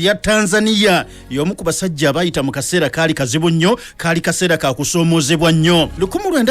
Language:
Ganda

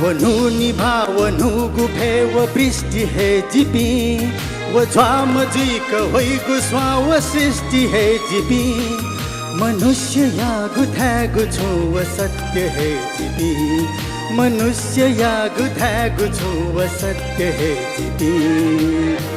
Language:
Newari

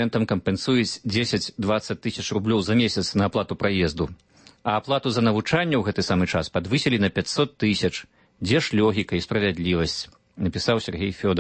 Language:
Belarusian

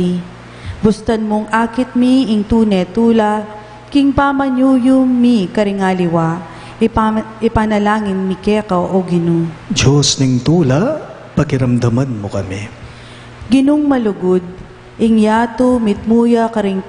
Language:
Pampanga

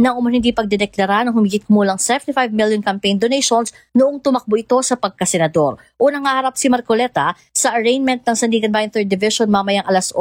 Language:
Filipino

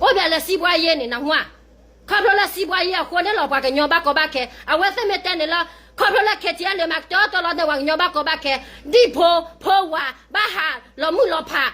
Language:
S'gaw Karen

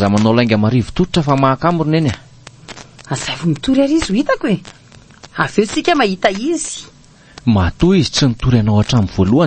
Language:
Malagasy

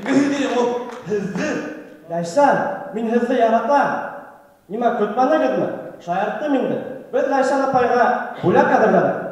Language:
Bashkir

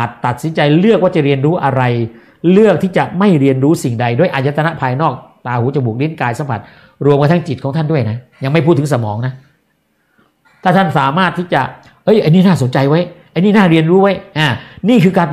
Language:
Thai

